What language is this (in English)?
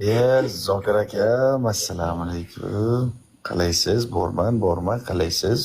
Uzbek